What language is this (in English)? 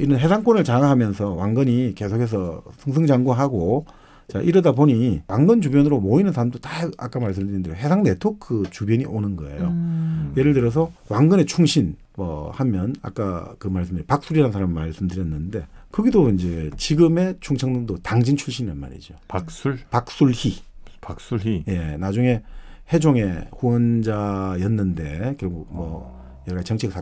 Korean